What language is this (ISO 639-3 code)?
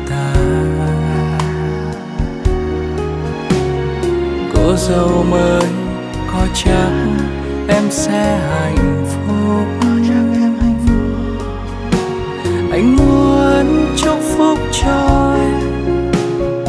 vie